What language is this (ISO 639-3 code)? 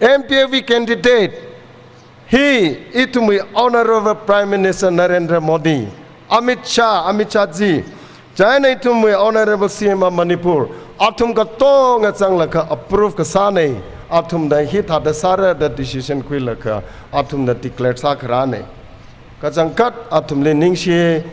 nmf